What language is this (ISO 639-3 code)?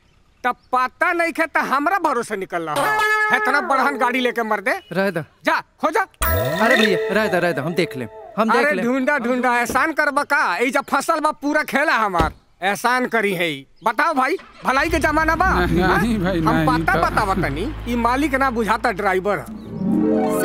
bho